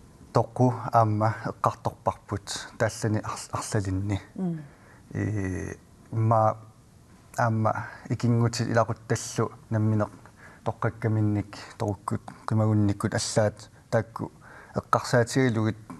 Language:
Kalaallisut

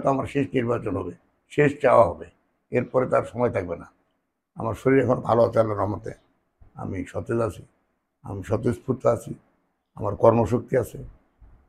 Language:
Bangla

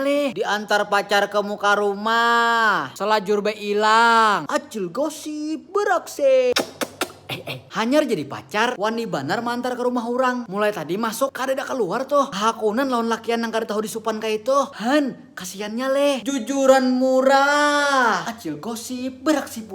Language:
Banjar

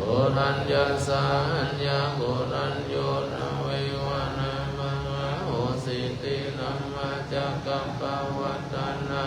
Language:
Pali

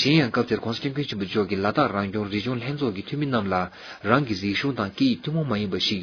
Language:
Tibetan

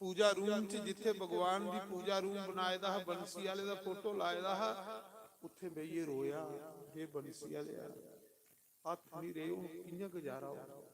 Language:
Dogri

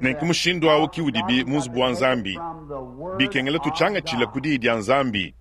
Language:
Luba-Lulua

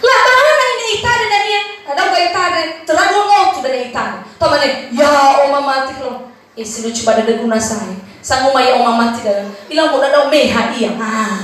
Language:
Nias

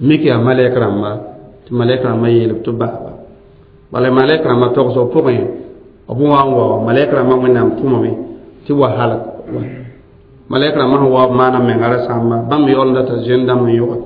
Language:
Mossi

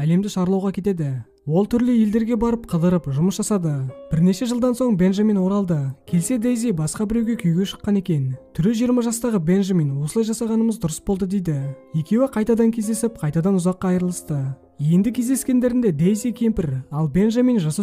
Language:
Kazakh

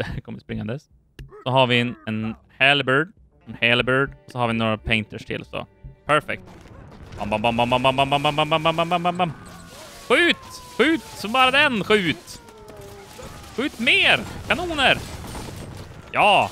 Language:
Swedish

